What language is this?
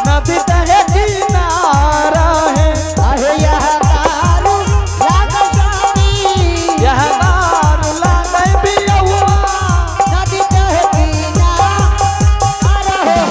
Angika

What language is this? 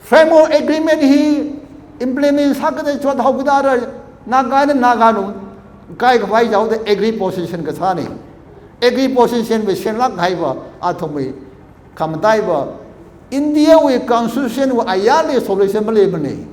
Tangkhul Naga (India)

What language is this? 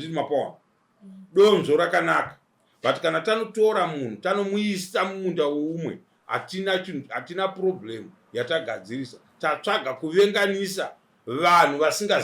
Shona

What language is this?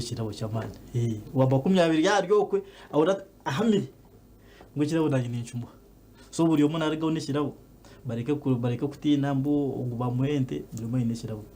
Nyankole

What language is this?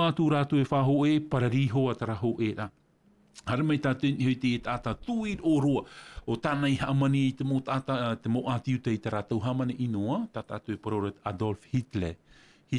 Tahitian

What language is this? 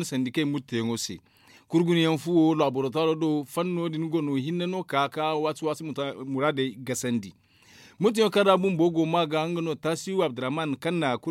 Zarma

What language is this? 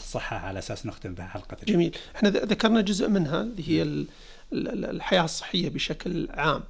Najdi Arabic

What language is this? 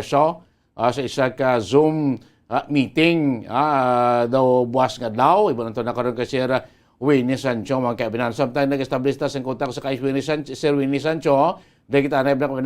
Hiligaynon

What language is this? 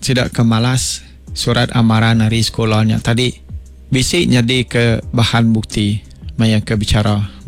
Iban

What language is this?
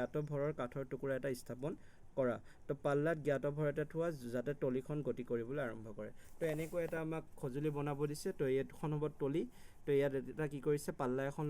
Assamese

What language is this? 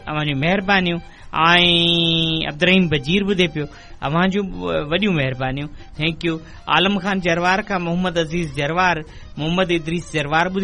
Sindhi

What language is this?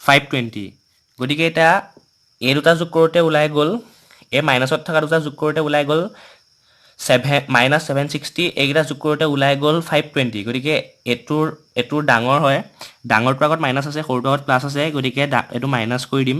Assamese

